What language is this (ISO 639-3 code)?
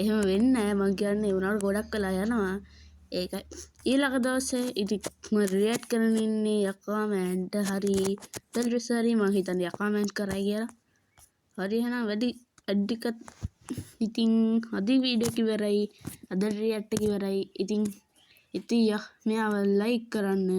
sin